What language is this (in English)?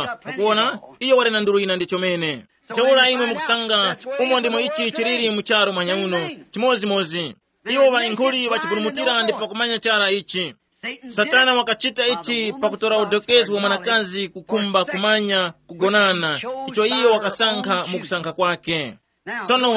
Tumbuka